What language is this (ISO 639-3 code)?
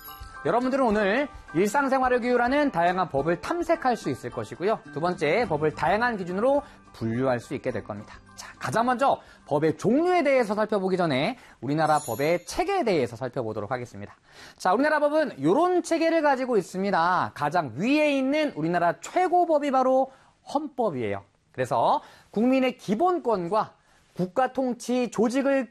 kor